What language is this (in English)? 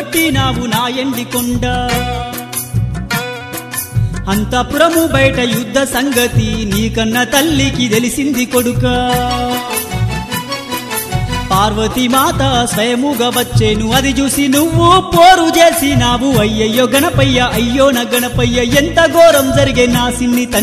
Telugu